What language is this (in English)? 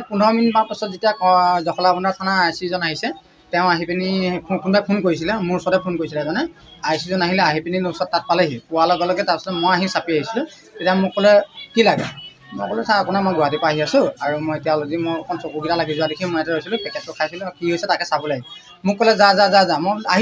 Assamese